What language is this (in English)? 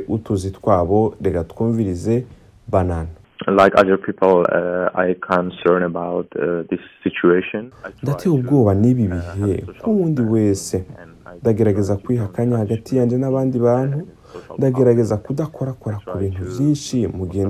Rundi